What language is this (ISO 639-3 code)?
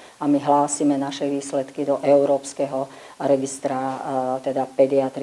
slk